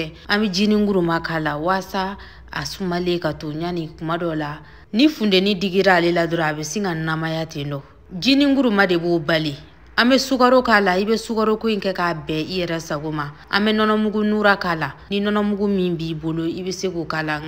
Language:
Bambara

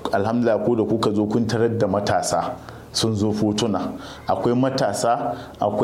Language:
Hausa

